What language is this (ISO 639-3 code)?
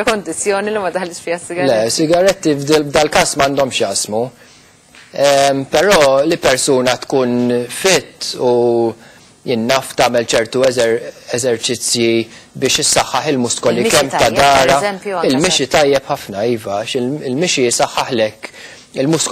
mlt